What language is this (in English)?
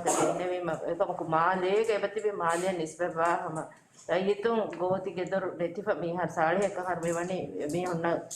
Divehi